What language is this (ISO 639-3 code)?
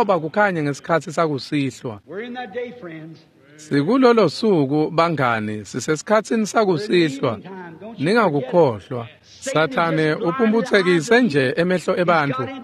ssw